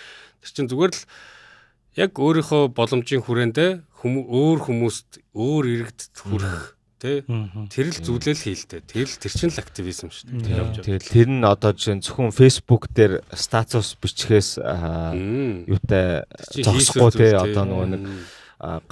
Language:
Mongolian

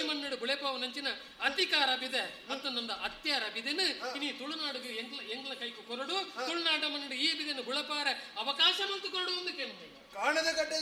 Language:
Tulu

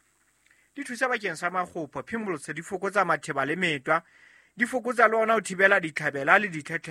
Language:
Southern Sotho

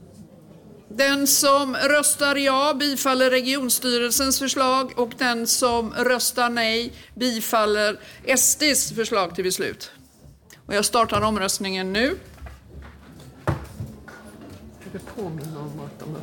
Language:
Swedish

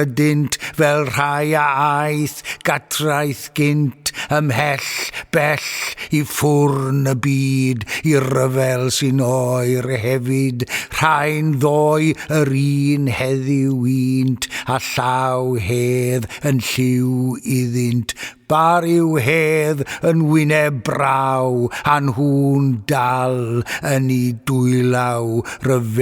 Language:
Welsh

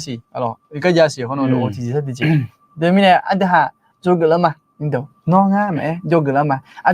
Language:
Akha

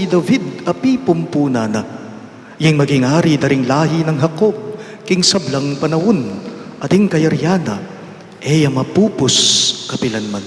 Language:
Pampanga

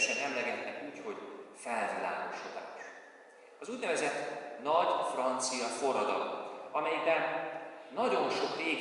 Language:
Hungarian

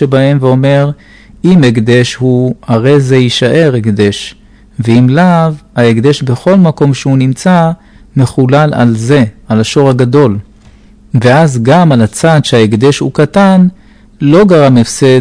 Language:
Hebrew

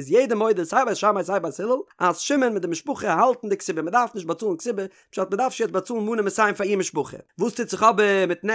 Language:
Yiddish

